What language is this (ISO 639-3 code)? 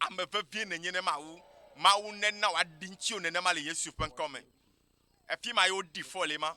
ewe